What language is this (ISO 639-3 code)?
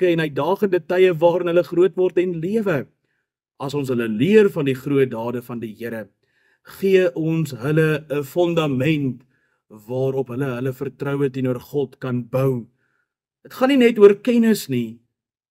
afr